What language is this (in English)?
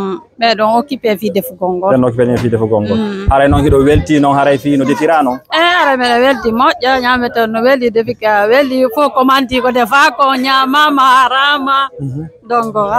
Fula